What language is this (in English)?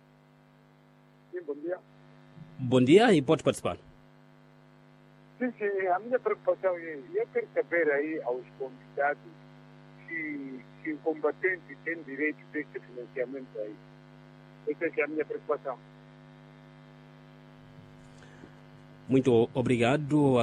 Portuguese